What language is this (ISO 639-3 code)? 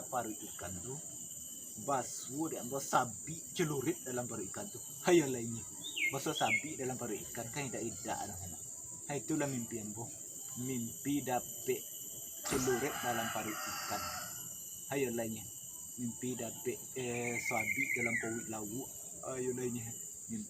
min